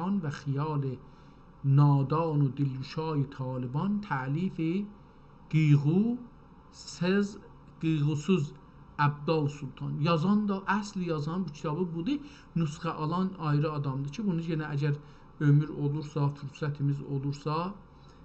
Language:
South Azerbaijani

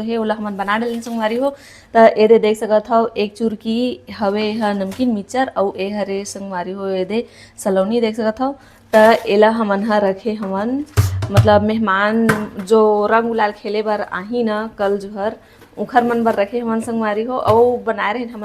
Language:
Chhattisgarhi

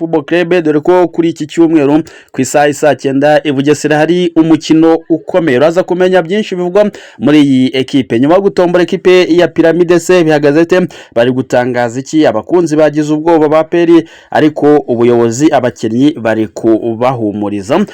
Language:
Kinyarwanda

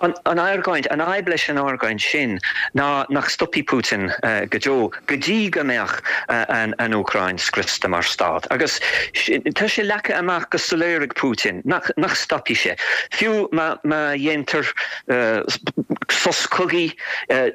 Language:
Irish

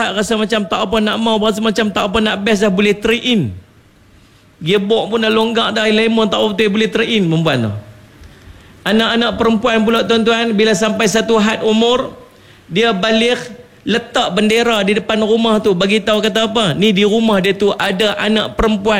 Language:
Malay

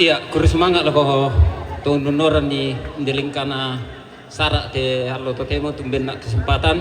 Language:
Toraja-Sa'dan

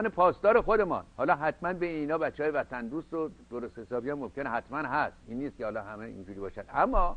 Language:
Persian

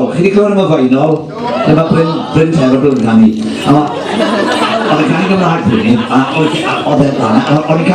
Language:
Welsh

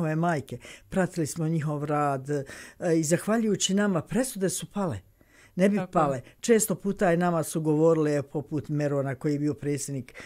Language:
Bosnian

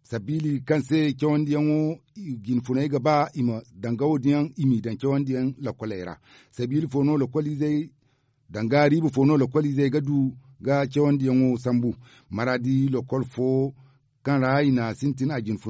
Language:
Zarma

